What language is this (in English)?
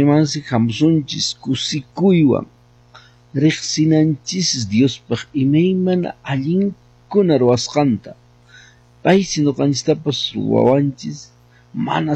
Quechua